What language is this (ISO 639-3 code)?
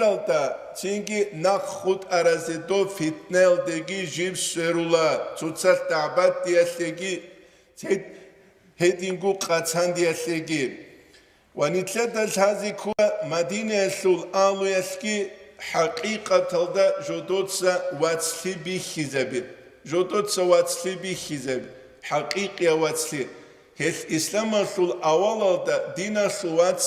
ava